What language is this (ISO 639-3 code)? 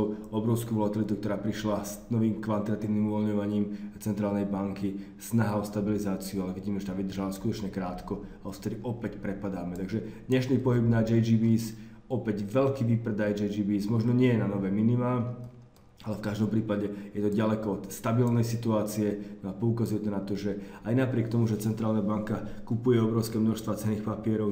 slk